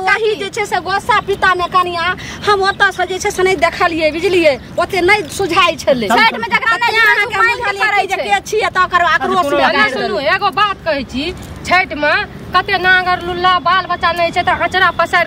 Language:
Maithili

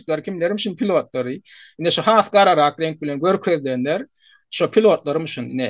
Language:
Turkmen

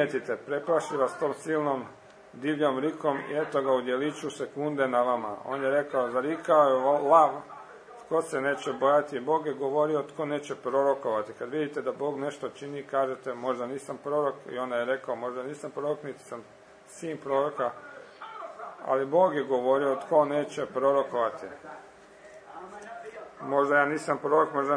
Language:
Croatian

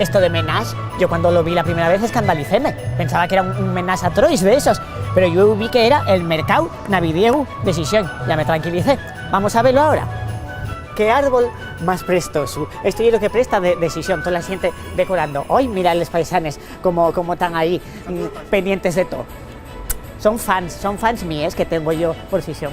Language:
Asturian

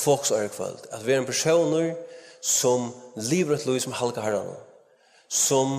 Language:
Faroese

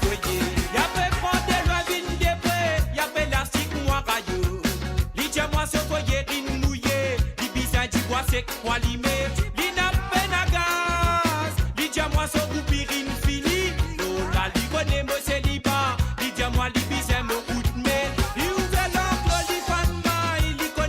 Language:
Morisyen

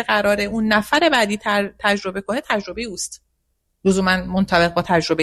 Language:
Persian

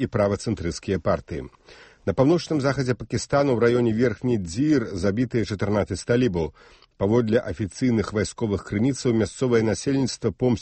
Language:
Belarusian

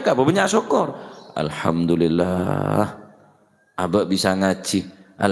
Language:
Madurese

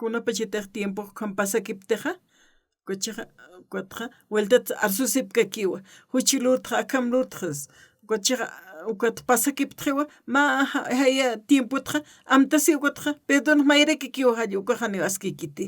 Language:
Aymara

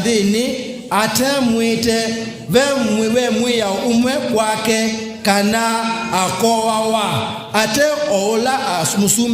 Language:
Kamba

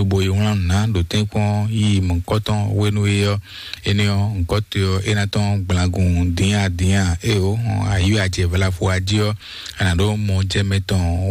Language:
Fon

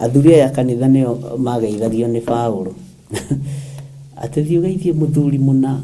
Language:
Kikuyu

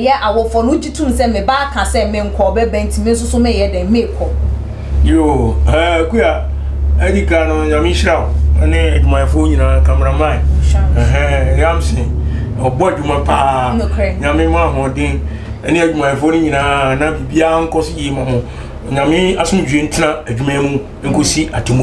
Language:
Akan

